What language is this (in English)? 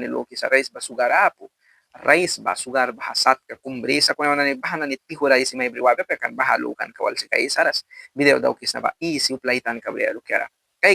Mískito